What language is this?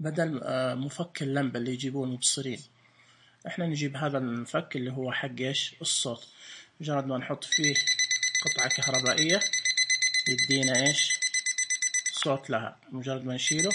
Najdi Arabic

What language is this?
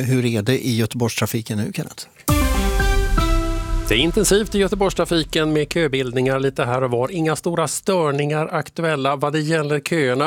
Swedish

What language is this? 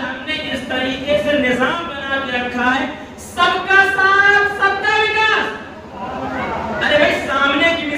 Urdu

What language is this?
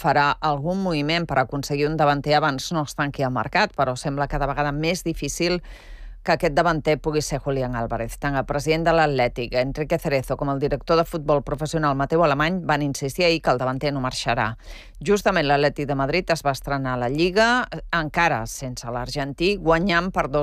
Catalan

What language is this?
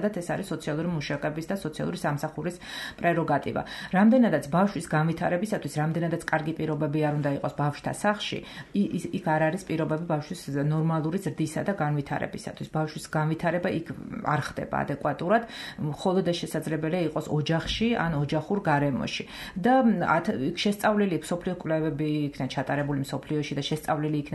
Georgian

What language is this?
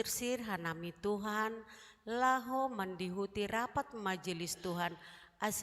Batak Simalungun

